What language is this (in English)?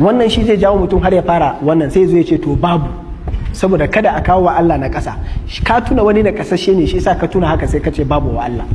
Hausa